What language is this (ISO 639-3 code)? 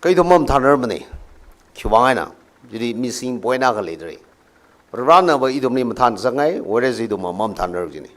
nmf